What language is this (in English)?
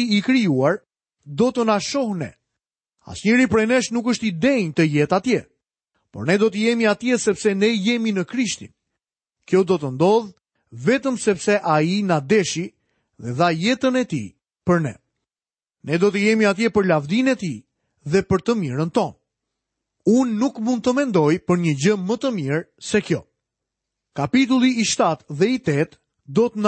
Albanian